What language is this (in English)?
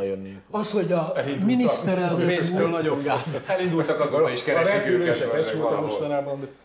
Hungarian